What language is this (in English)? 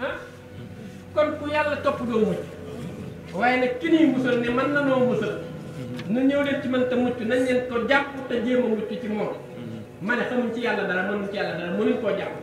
Wolof